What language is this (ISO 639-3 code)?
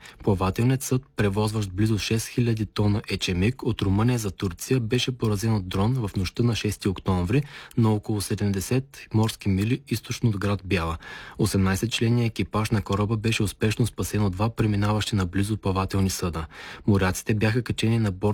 bul